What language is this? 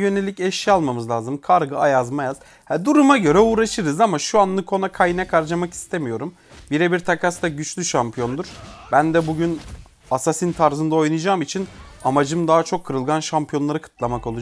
Turkish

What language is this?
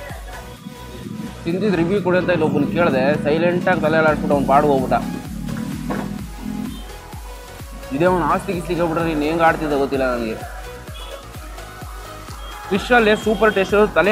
Kannada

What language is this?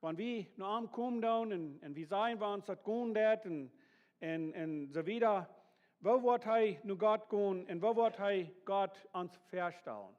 Plautdietsch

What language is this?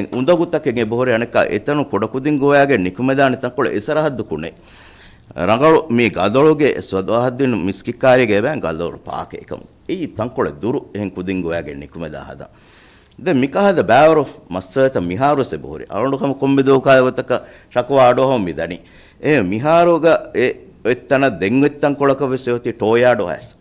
Divehi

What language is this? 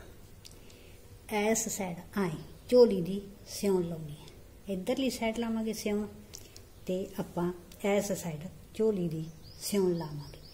Punjabi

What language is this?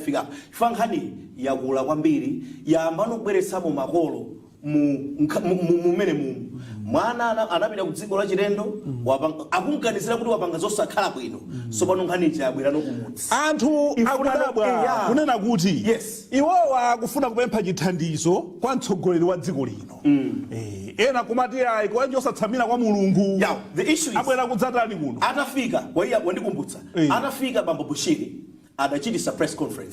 Nyanja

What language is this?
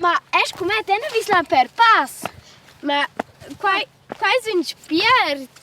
Romansh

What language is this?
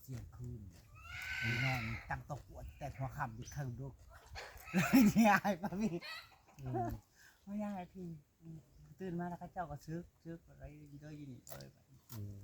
Northeastern Thai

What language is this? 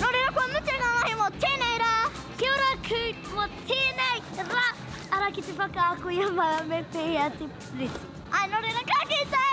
Māori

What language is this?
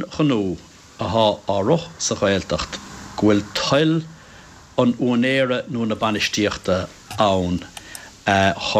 Irish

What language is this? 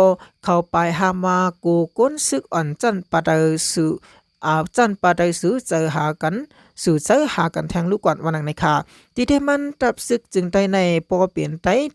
Shan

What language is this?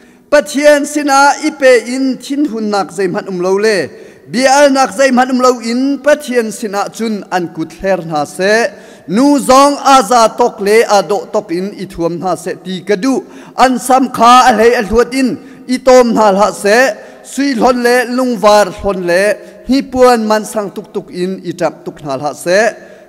Hakha Chin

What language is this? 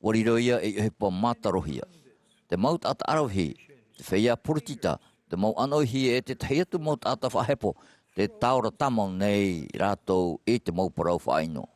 Tahitian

